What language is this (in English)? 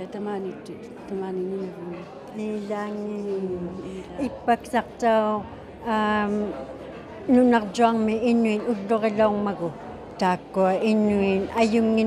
Inuktitut